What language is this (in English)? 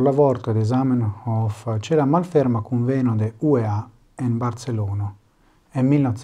Esperanto